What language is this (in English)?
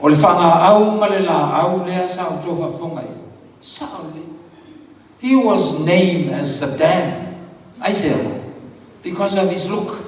Samoan